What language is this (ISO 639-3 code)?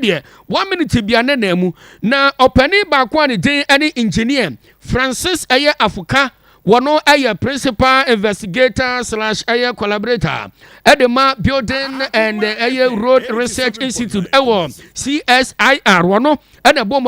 aka